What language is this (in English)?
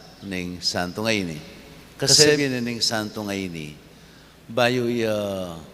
Pampanga